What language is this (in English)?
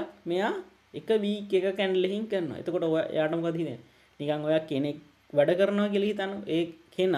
Sinhala